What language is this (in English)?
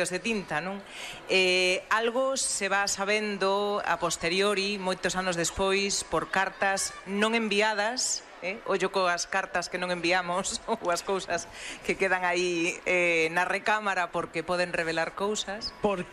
Galician